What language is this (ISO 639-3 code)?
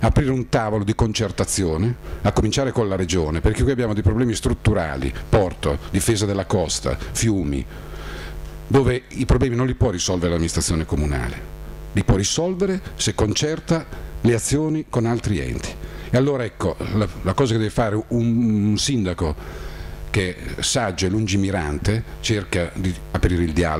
ita